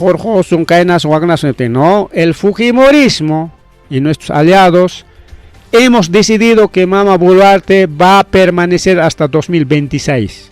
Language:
Ayacucho Quechua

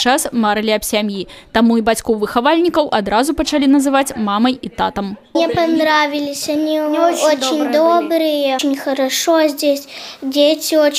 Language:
Belarusian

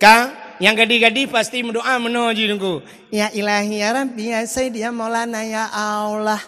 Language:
Achinese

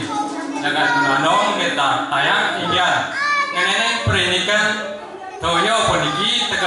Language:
Balinese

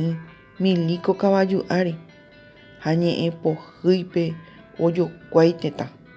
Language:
Guarani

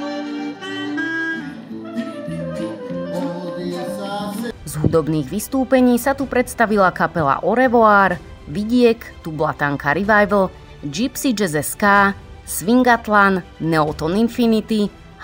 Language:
Slovak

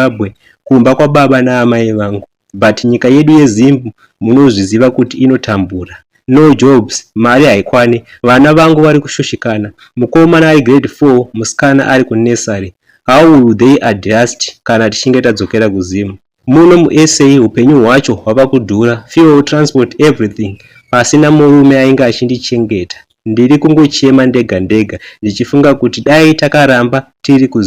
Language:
Shona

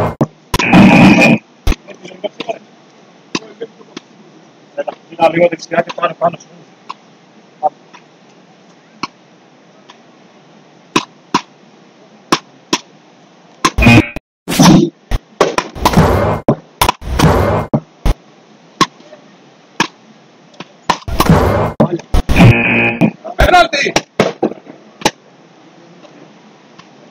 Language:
Greek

